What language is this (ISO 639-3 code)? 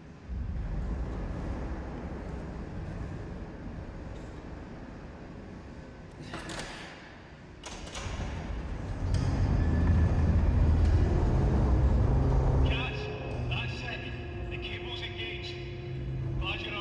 pol